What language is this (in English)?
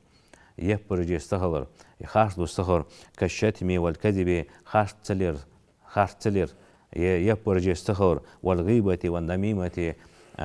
Ingush